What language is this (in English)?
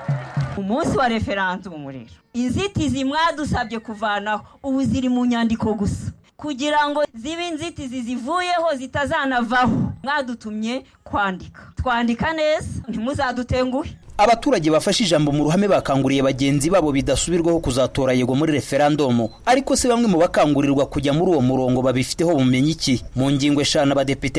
Kinyarwanda